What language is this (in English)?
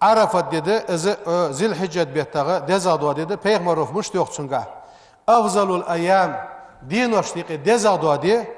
Ingush